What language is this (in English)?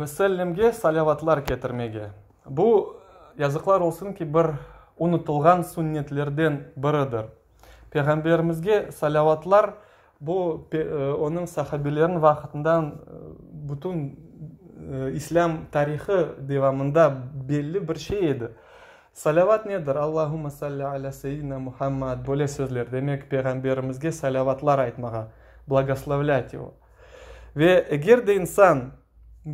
Crimean Tatar